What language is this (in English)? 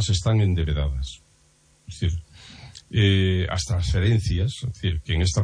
Galician